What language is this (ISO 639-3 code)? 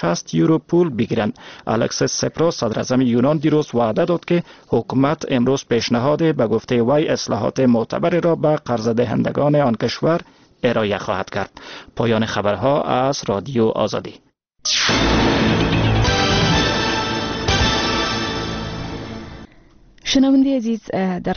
fas